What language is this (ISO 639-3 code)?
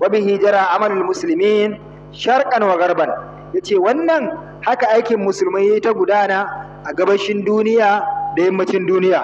hau